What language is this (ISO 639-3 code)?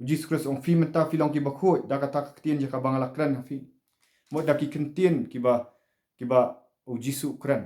kha